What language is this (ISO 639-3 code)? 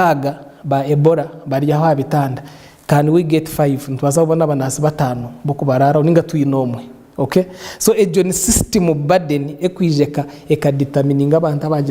nyn